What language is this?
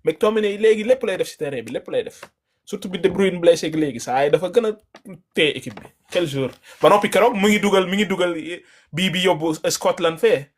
Wolof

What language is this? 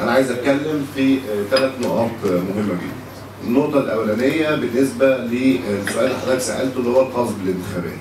Egyptian Arabic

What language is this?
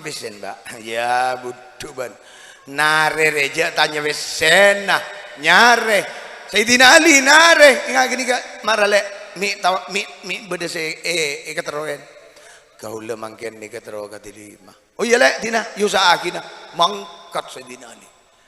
Madurese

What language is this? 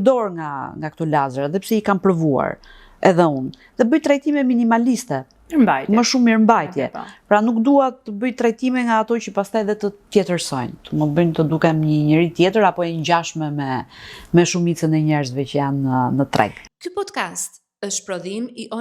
Albanian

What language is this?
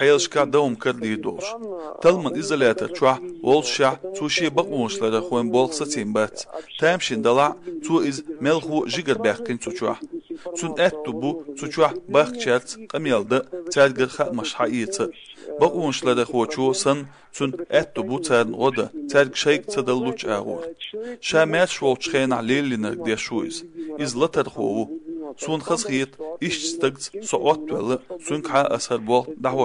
Chechen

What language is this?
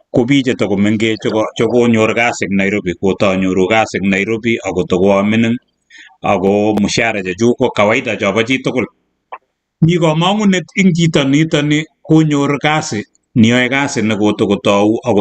Kalenjin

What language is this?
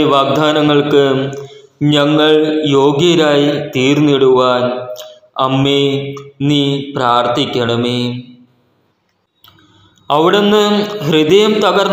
Malayalam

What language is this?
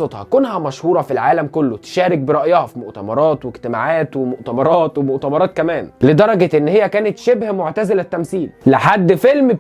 Egyptian Arabic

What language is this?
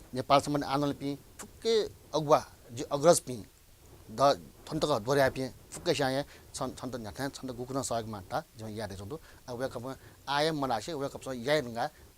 Newari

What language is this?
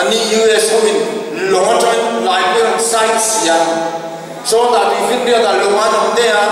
Mizo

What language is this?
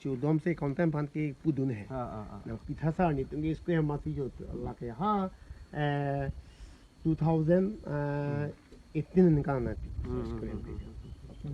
Karbi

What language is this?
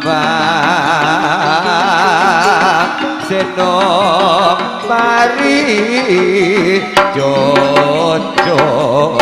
Madurese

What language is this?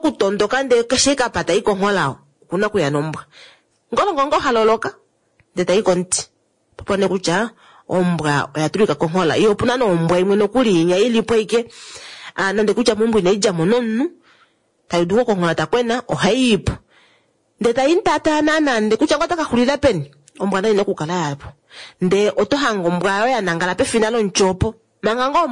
Kuanyama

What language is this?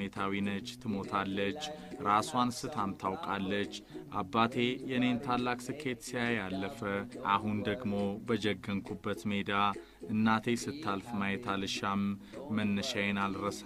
Amharic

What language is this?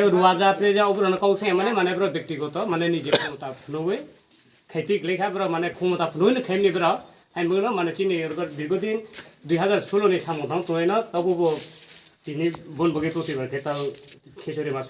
Kok Borok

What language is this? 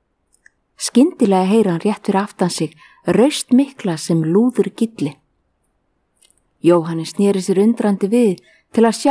Icelandic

